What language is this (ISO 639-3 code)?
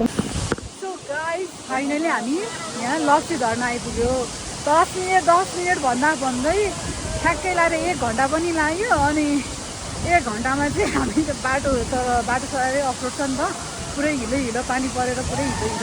nep